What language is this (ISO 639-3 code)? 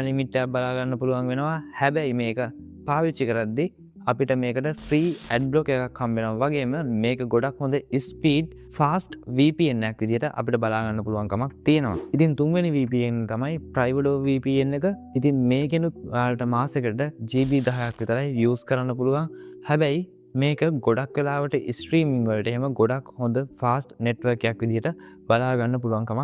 sin